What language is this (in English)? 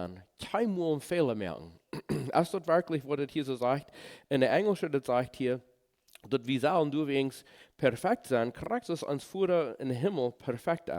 Plautdietsch